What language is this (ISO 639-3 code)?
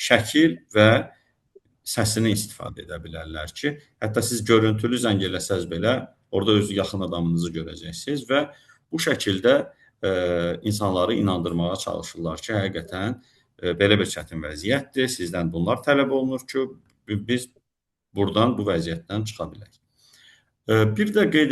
aze